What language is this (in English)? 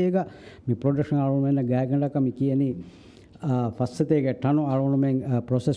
Divehi